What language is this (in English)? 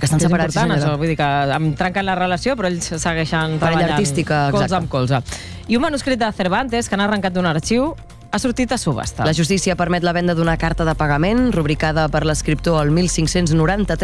Catalan